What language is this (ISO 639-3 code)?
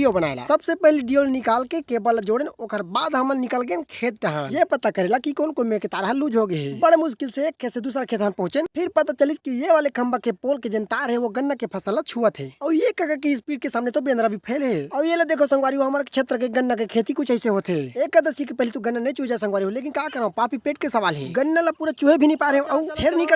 hne